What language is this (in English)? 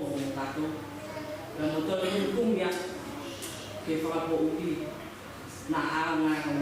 Tongan